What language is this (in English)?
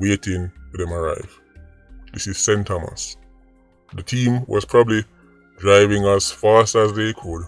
Jamaican Creole English